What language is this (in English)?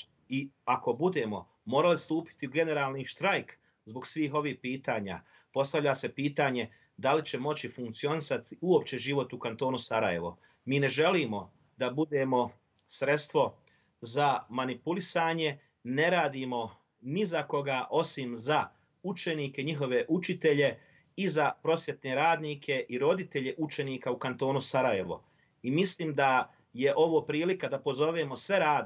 Bosnian